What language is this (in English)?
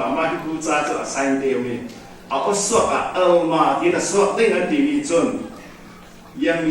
Falam Chin